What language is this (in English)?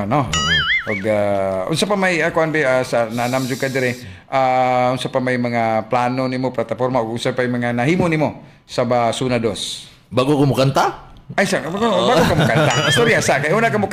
Cebuano